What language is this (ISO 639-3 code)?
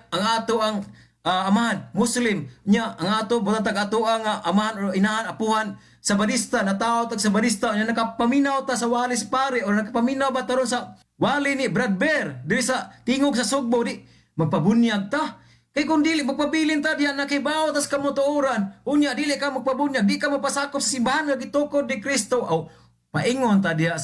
ceb